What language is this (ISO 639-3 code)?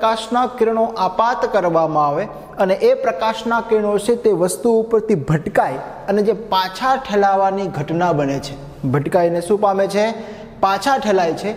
guj